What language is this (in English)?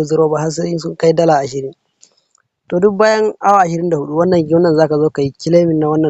Hausa